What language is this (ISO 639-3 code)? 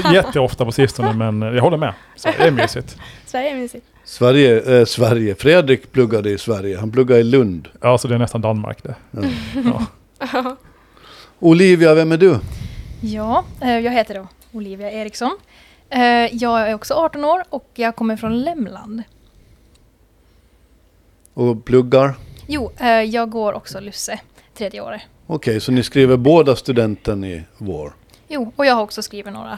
swe